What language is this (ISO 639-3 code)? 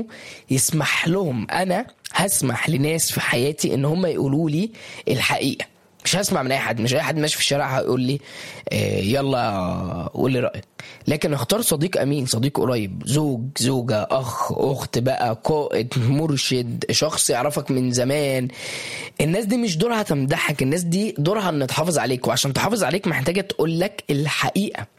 arz